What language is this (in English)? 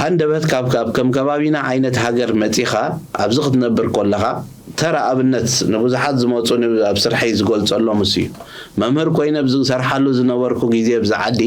Tigrinya